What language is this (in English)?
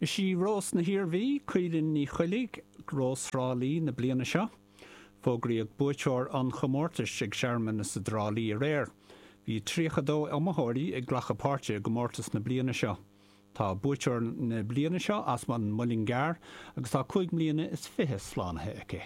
Irish